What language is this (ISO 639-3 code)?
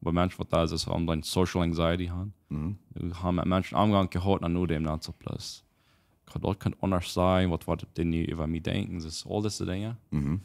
pdt